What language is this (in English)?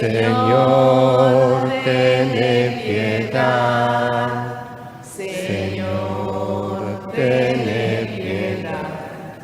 Papiamento